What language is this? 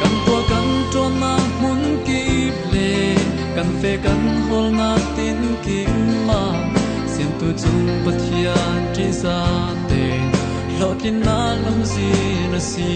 Falam Chin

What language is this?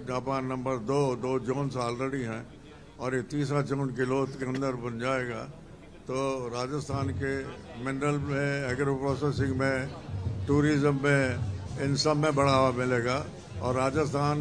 Hindi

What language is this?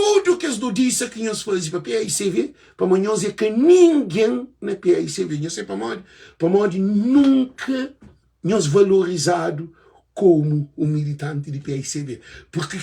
Kabuverdianu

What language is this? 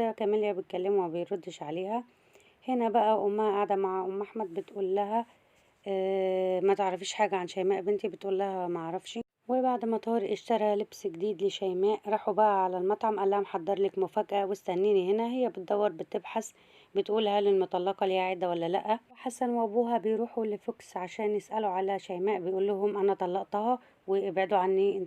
Egyptian Arabic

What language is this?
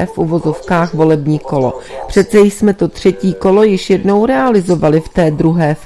Czech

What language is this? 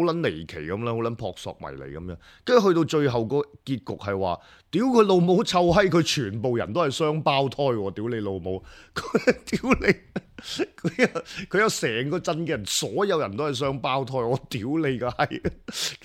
Cantonese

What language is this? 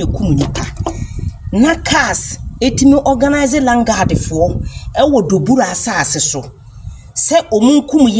Akan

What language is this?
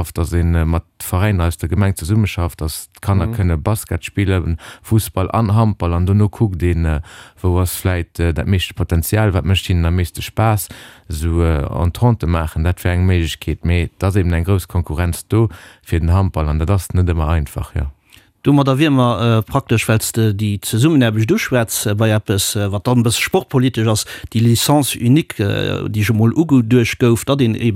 Luxembourgish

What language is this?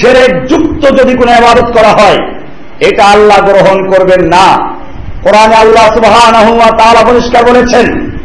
Bangla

